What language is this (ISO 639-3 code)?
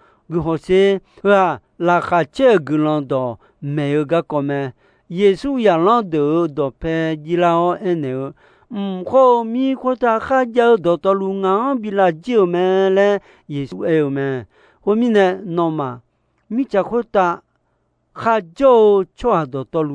ahk